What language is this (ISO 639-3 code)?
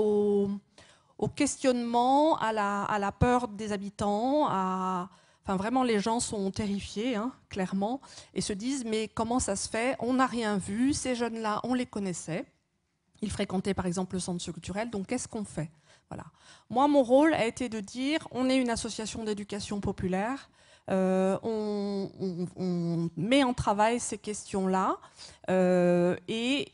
fra